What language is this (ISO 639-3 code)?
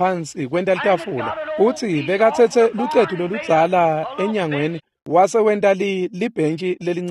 ssw